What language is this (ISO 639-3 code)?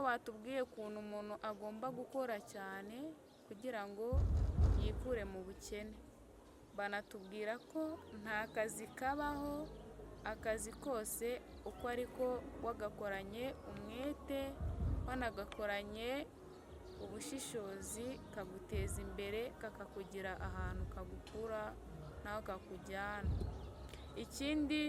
kin